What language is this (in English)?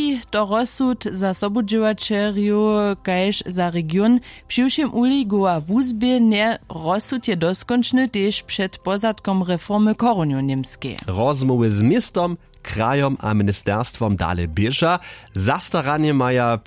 Upper Sorbian